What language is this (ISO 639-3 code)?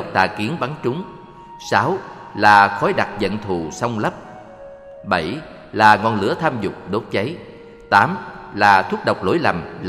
vie